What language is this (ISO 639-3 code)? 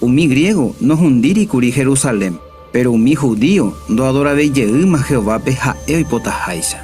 grn